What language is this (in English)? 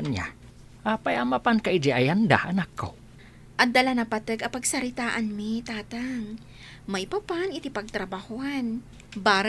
Iloko